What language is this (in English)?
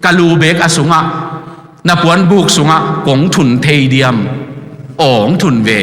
Tedim Chin